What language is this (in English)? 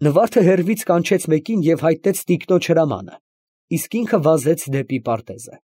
Armenian